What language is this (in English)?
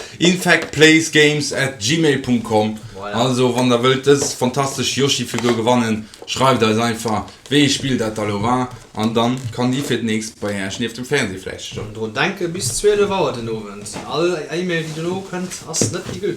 Luxembourgish